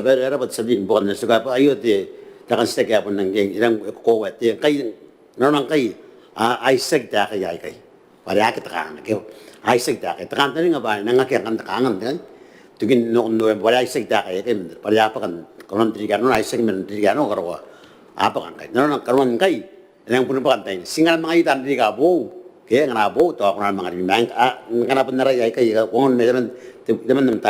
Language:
Gilbertese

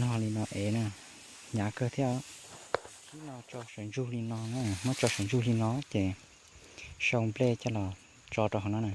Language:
Hmong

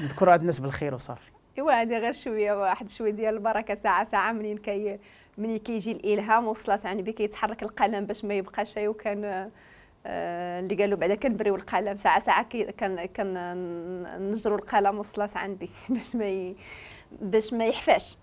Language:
Moroccan Arabic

